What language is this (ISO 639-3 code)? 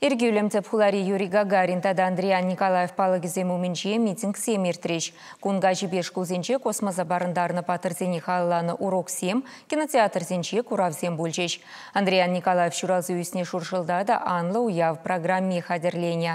chv